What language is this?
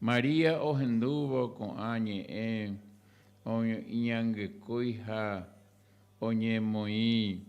Guarani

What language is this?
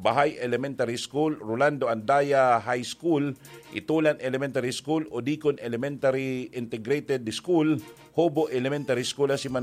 Bikol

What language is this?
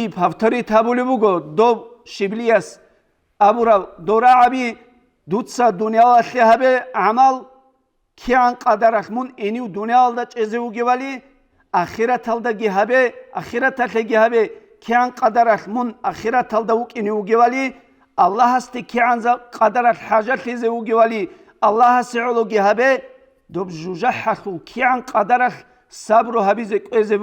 Avaric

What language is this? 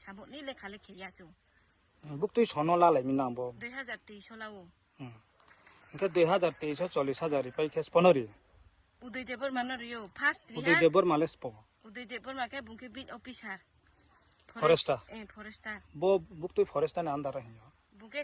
Riang (India)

